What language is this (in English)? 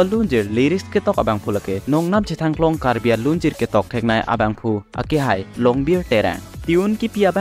Karbi